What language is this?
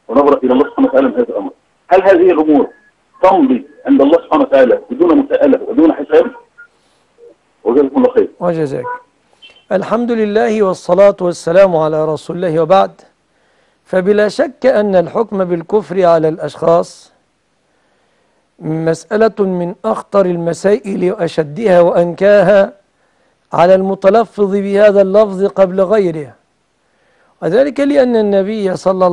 Arabic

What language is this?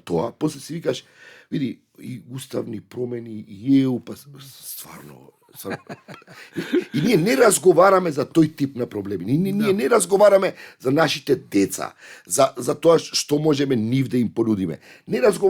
Macedonian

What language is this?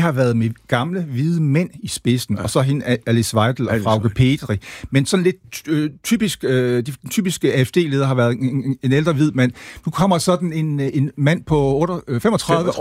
Danish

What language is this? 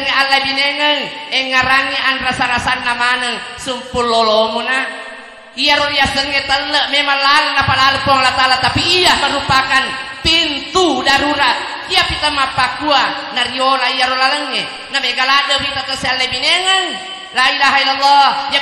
Buginese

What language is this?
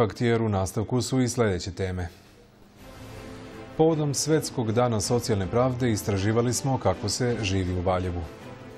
Serbian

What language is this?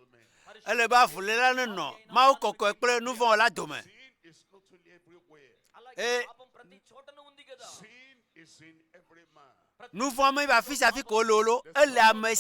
Ewe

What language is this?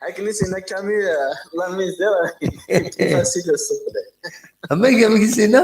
Kabyle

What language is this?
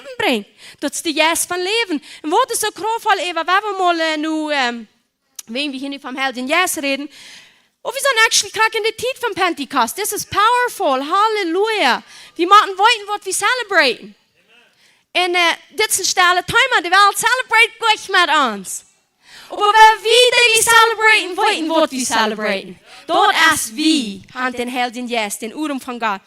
Plautdietsch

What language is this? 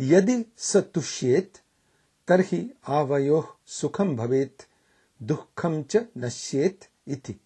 Sanskrit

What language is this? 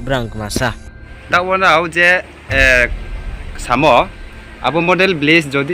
Riang (India)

